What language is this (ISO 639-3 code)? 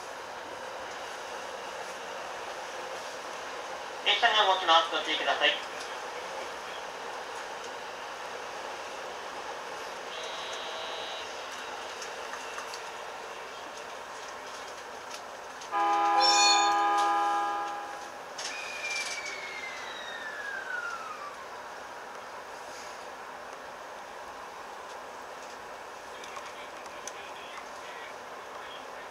jpn